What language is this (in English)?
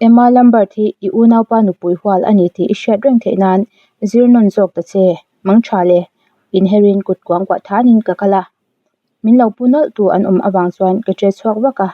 Mizo